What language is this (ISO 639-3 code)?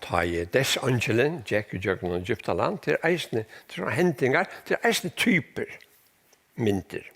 fao